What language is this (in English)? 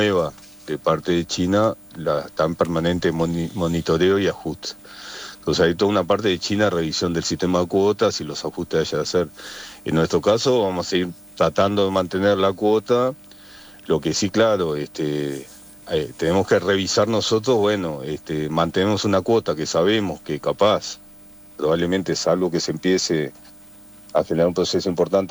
Spanish